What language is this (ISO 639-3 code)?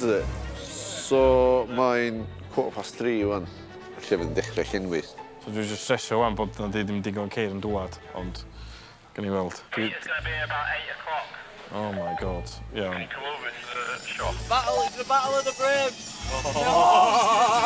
cym